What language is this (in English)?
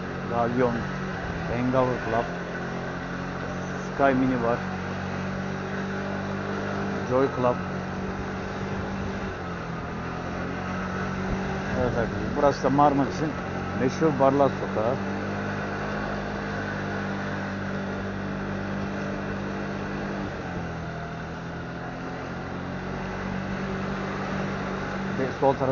Turkish